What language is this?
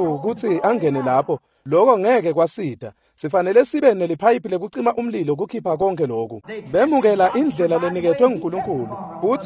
Swati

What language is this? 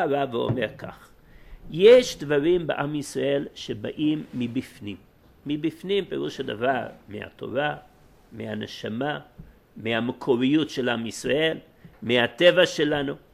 Hebrew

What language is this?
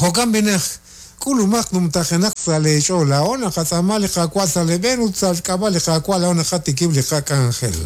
Kekchí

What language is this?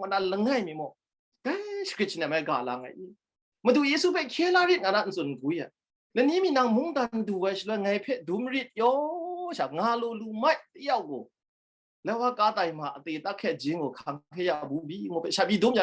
Kachin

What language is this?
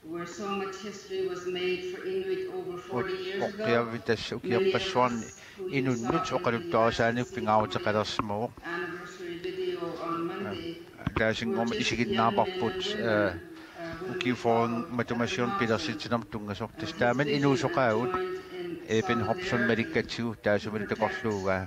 Kalaallisut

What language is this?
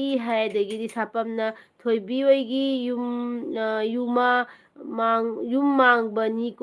Manipuri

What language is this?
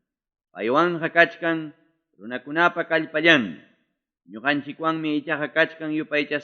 Ayacucho Quechua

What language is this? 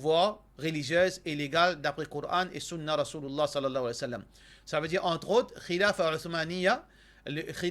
Morisyen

